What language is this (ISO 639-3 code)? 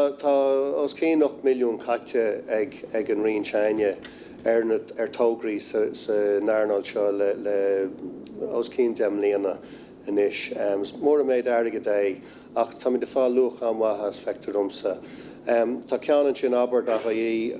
gle